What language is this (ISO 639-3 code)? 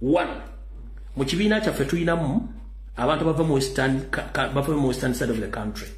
lug